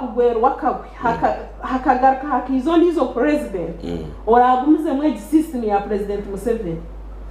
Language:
Nyankole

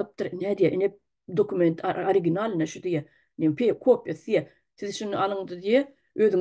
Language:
Turkmen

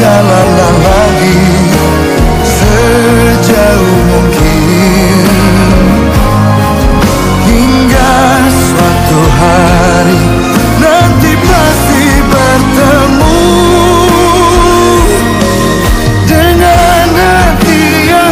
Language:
Indonesian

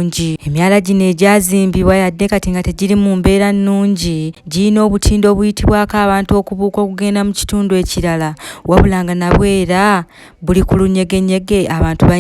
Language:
Ganda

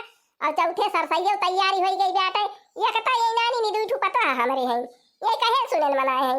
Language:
Awadhi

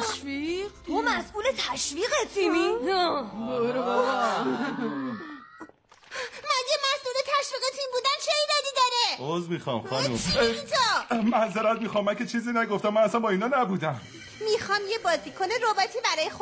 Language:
Persian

